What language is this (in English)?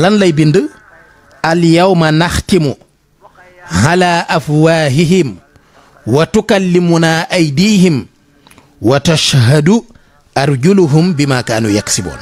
Wolof